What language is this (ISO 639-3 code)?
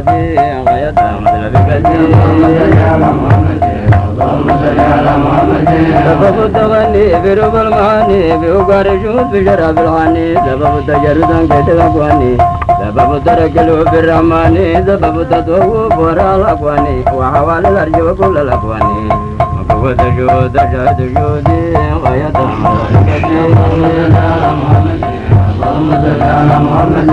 ara